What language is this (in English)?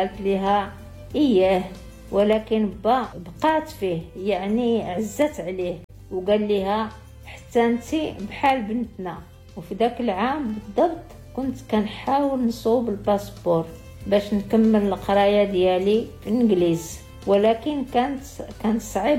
Moroccan Arabic